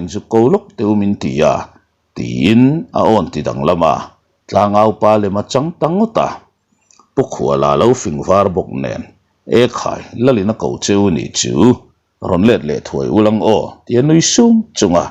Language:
Mizo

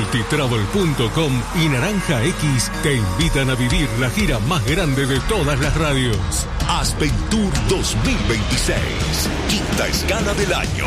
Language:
Spanish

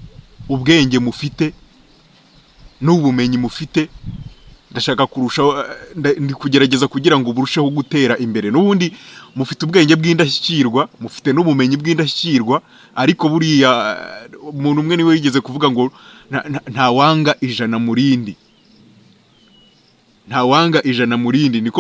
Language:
Kinyarwanda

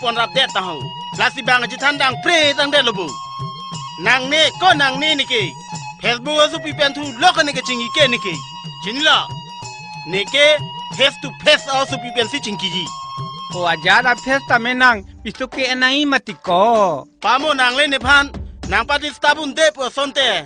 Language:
Karbi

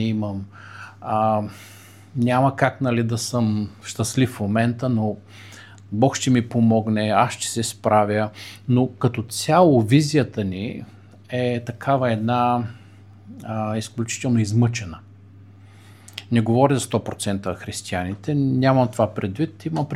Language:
Bulgarian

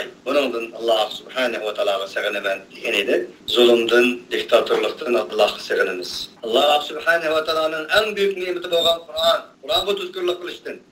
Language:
Uyghur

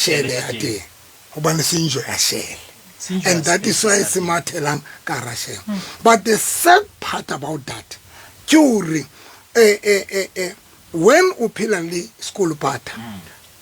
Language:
Southern Sotho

